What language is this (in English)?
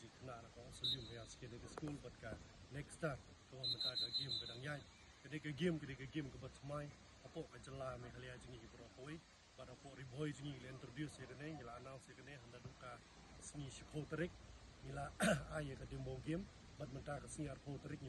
Khasi